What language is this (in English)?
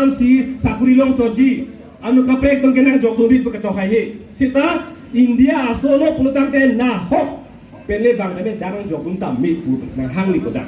Karbi